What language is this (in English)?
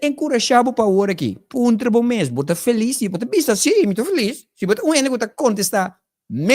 Papiamento